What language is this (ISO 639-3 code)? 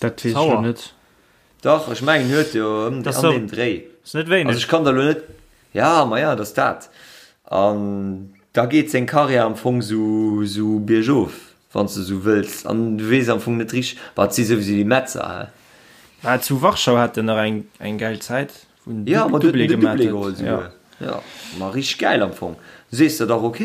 ltz